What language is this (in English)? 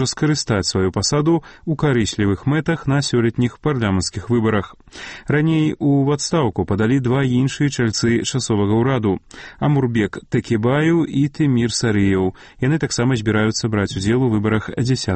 Belarusian